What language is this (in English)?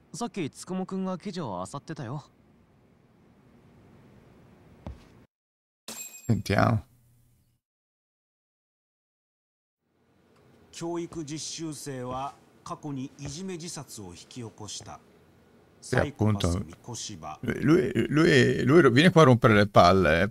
Italian